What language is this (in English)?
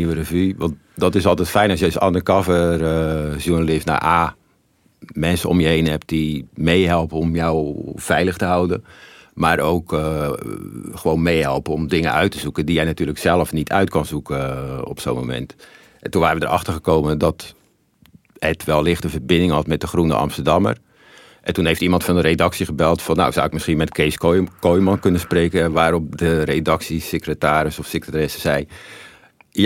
Dutch